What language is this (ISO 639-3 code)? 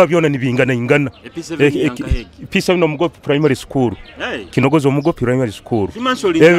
nyo